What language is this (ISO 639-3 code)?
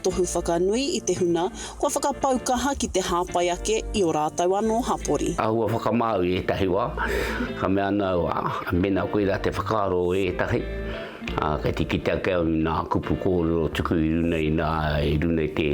mri